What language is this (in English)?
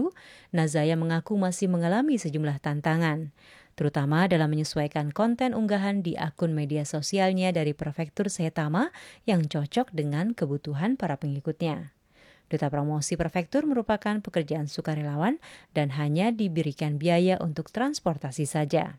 Indonesian